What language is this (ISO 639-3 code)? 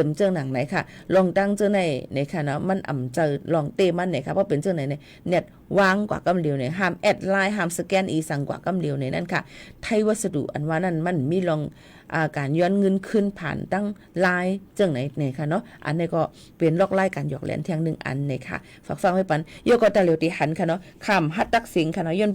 shn